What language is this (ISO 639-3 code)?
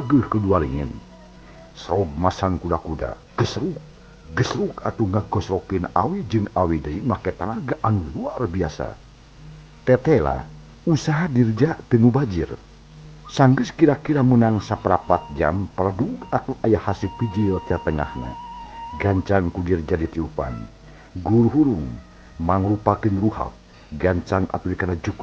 sun